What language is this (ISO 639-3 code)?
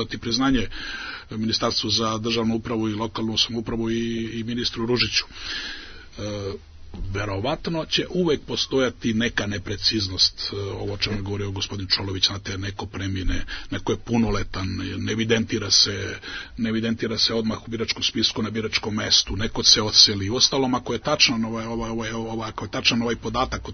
srp